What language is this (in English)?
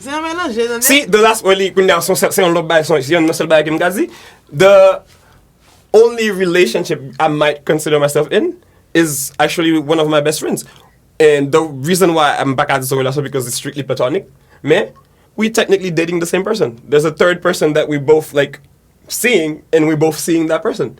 Haitian Creole